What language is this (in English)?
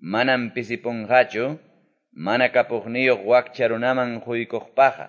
Quechua